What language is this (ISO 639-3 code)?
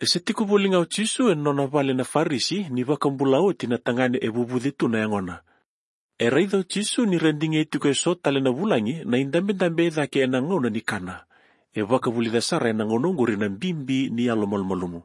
fij